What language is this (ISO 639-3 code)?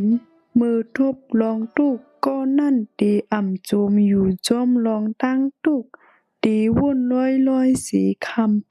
shn